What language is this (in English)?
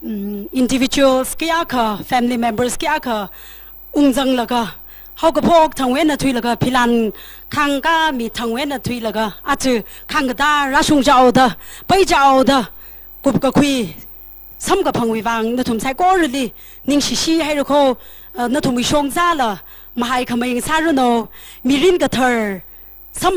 Tangkhul Naga (India)